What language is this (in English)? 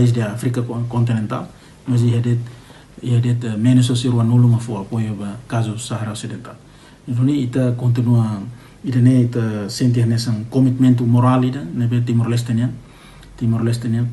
Tetum